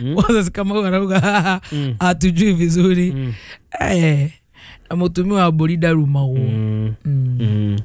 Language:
Kikuyu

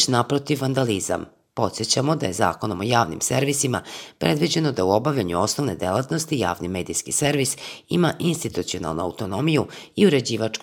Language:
Serbian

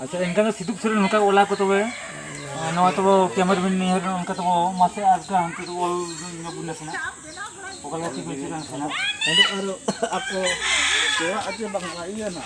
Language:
Santali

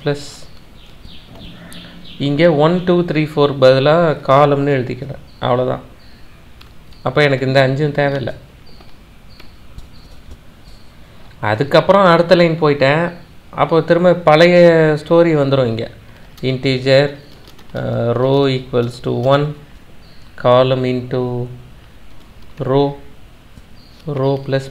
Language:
Tamil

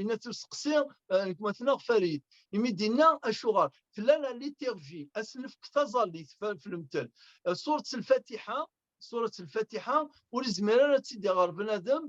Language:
Kabyle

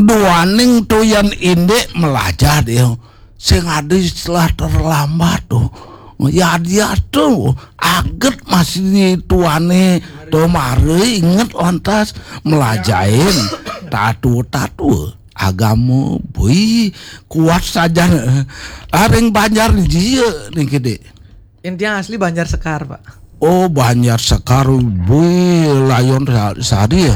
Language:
Balinese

